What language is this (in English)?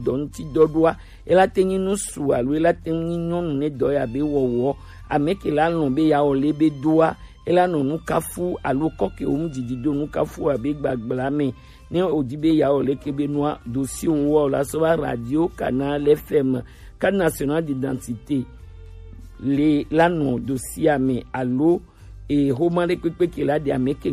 Gen